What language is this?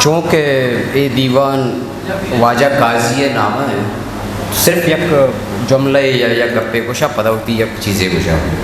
Eastern Balochi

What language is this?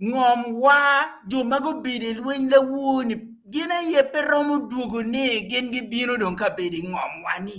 Acoli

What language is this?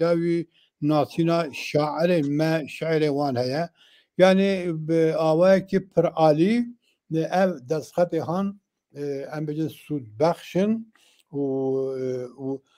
Kurdish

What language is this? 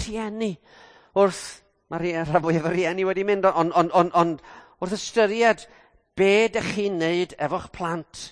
Welsh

